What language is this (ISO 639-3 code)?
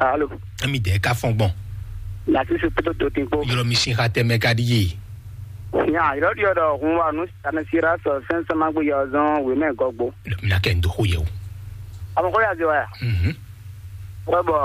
fon